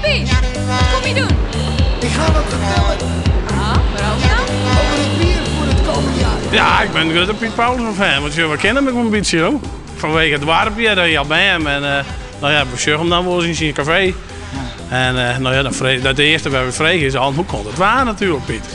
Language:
Western Frisian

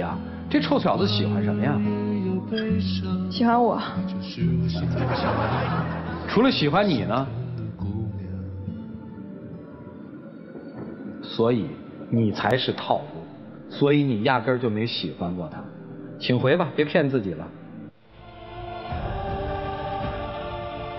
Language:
Chinese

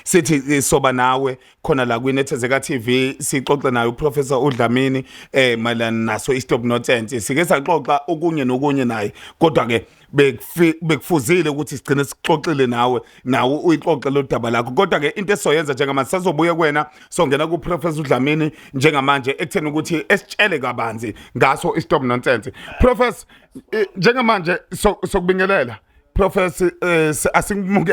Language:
Zulu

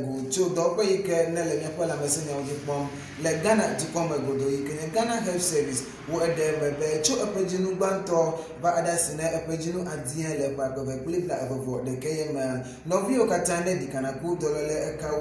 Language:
Ewe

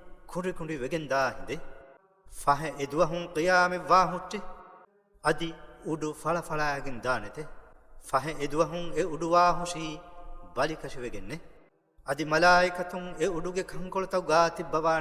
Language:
Divehi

